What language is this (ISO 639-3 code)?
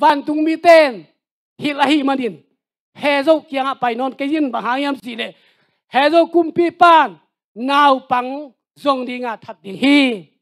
ctd